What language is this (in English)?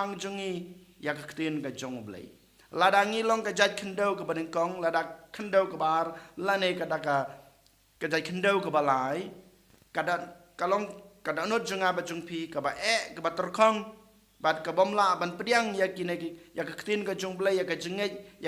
Khasi